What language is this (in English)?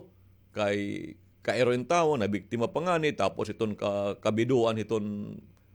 Waray